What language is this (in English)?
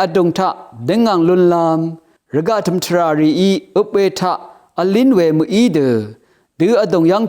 Rawang